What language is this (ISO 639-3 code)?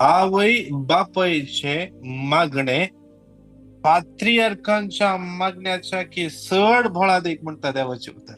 kok